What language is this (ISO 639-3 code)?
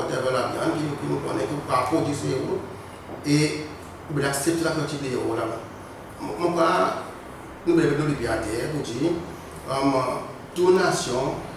crs